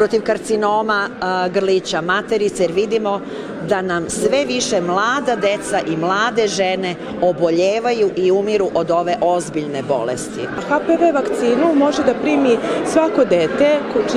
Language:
Serbian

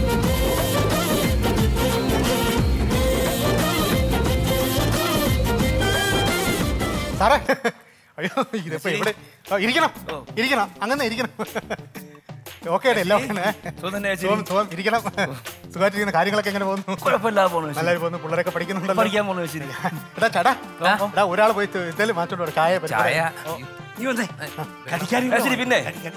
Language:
Malayalam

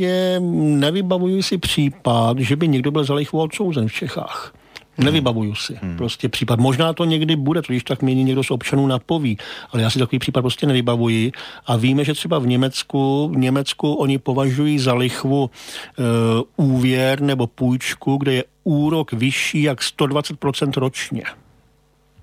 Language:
Czech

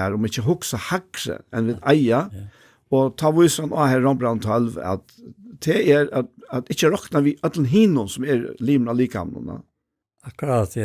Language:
Faroese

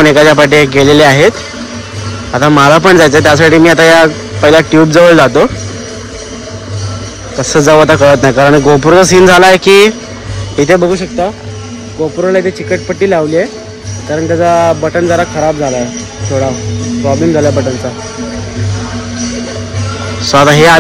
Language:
Marathi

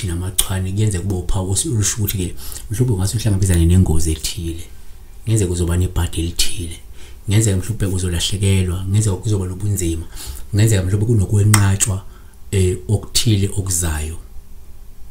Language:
Zulu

